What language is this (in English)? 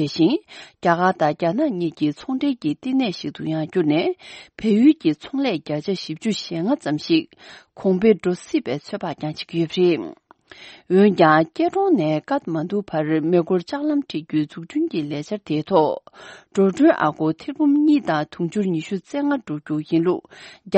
Tibetan